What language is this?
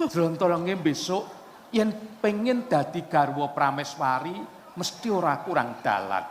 Javanese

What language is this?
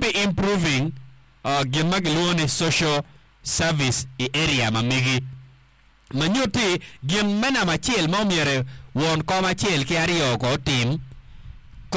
Acoli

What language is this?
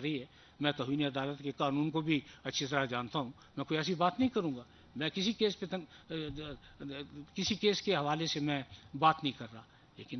Urdu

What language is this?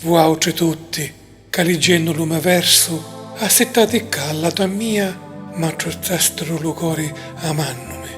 Sicilian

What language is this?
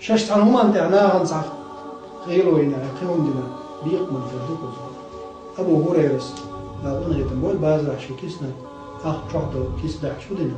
Chechen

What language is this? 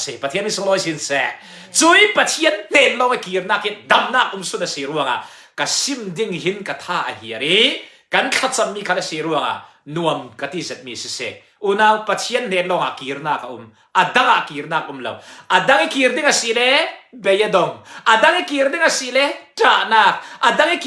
Falam Chin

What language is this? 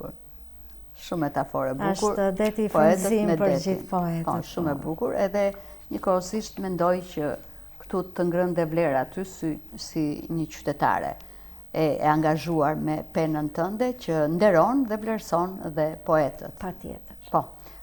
Albanian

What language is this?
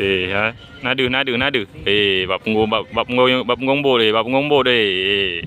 Achinese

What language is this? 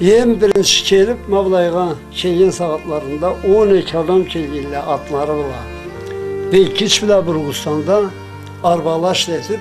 Karachay-Balkar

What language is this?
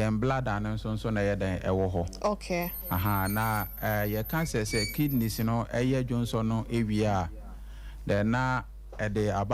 Akan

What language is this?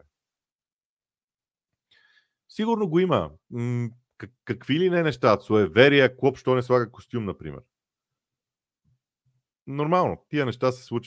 Bulgarian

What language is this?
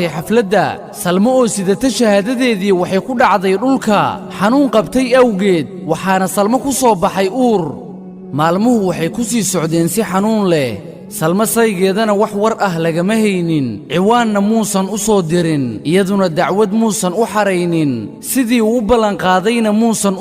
Somali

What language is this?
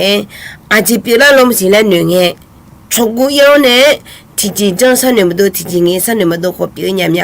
Akha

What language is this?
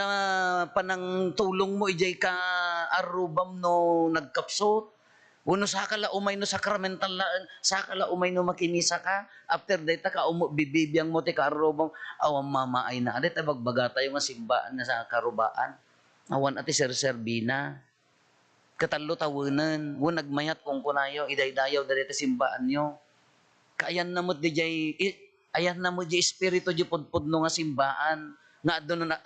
Iloko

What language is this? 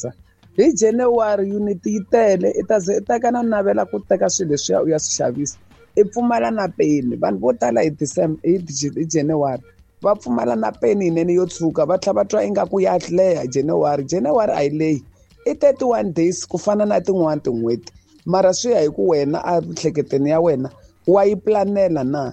Tsonga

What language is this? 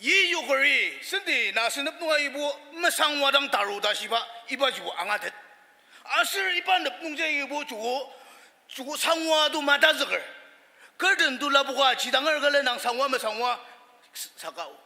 Ao Naga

